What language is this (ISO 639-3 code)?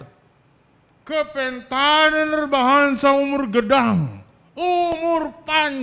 btx